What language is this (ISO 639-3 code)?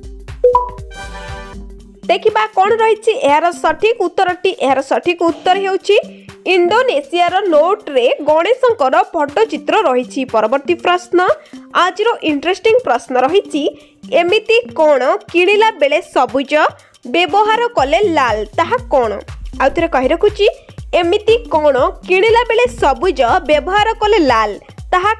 ori